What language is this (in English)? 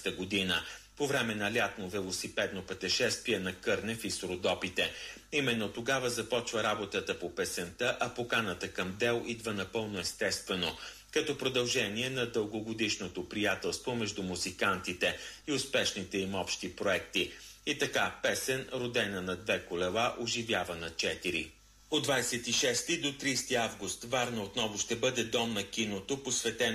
Bulgarian